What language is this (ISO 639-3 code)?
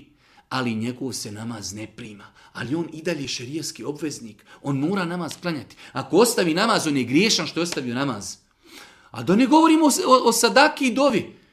bos